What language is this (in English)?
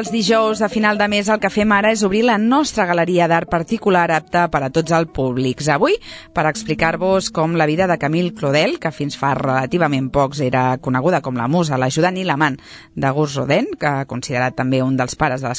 Catalan